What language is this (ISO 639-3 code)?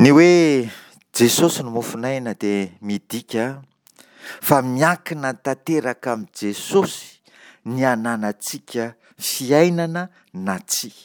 mlg